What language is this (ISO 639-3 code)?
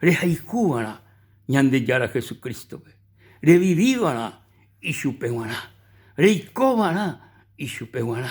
grn